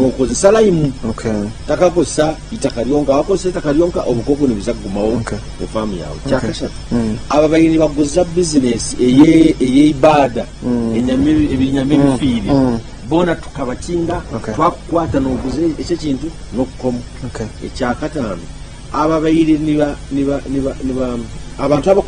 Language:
Nyankole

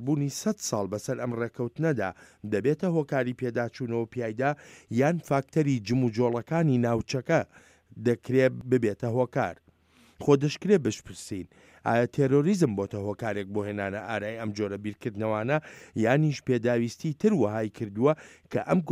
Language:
Central Kurdish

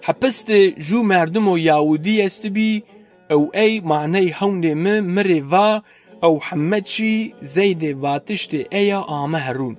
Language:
Zaza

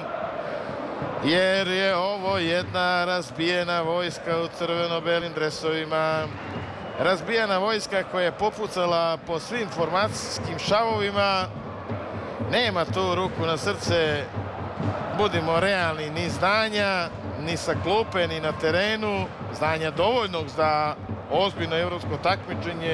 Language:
Serbian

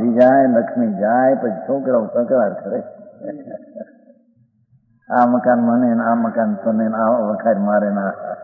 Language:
Gujarati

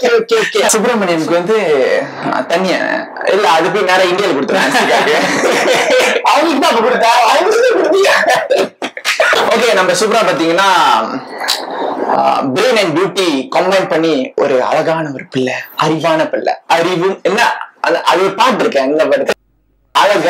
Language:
Tamil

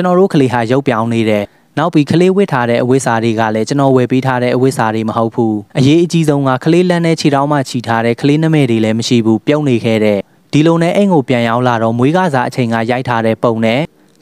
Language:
Burmese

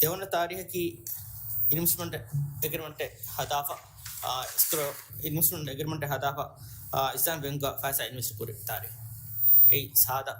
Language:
Divehi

